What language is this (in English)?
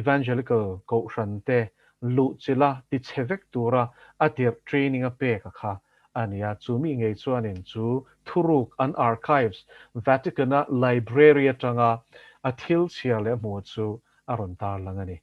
Mizo